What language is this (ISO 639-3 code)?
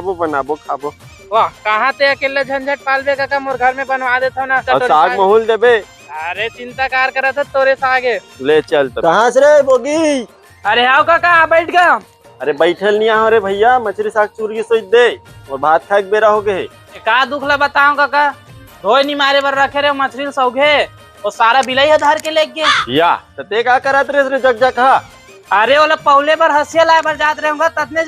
hne